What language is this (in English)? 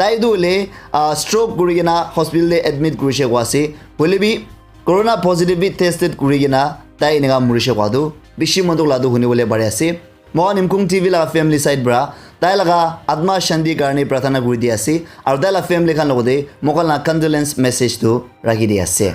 Naga Pidgin